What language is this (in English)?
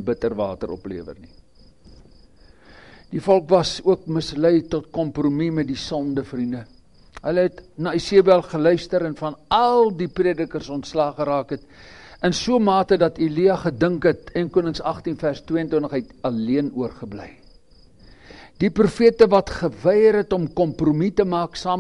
Afrikaans